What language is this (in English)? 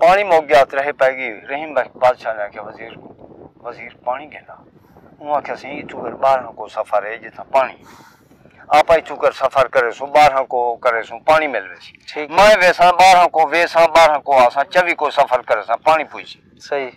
Saraiki